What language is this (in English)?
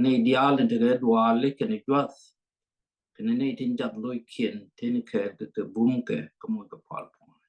Nuer